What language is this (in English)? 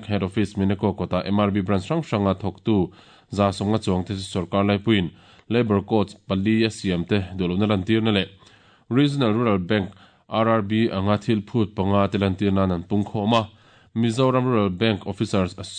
Mizo